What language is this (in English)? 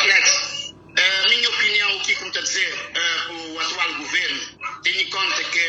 Kabuverdianu